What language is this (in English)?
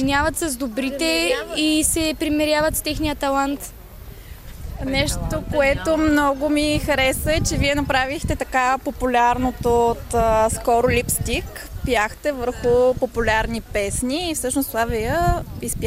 Bulgarian